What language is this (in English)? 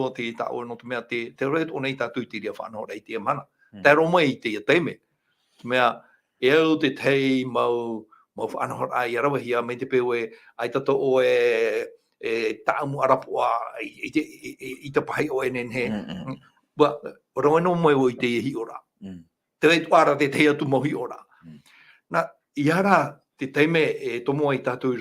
Tahitian